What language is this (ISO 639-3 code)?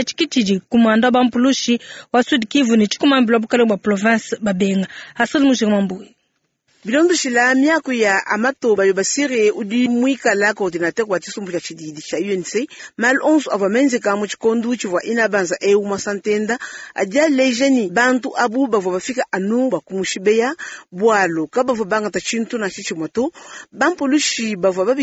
lua